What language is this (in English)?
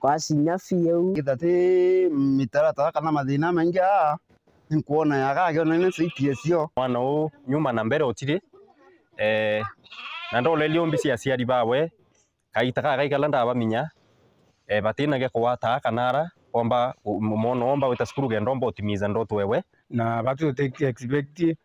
Meru